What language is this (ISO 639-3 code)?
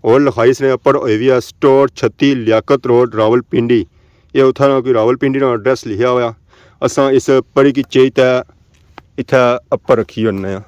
phr